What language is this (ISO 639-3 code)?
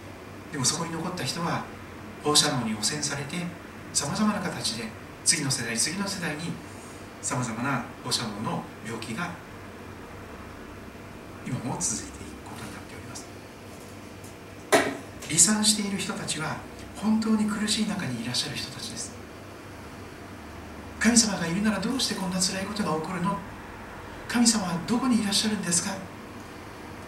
jpn